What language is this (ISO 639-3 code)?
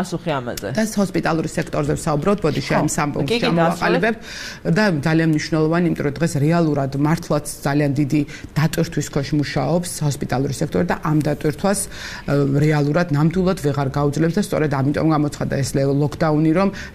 kat